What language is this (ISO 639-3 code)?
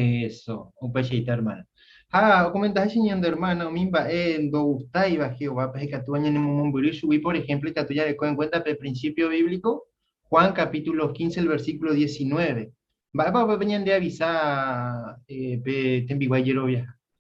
grn